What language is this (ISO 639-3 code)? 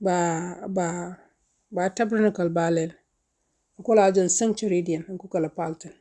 nus